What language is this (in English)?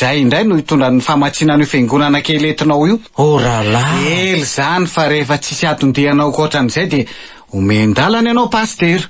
Malagasy